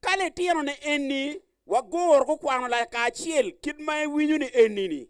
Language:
Acoli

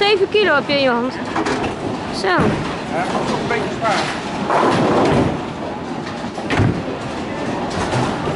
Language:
Dutch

